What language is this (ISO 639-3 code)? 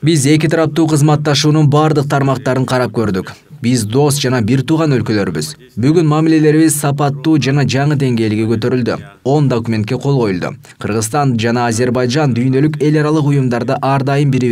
kir